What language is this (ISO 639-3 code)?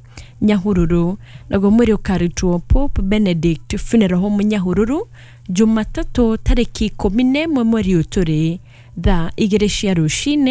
kik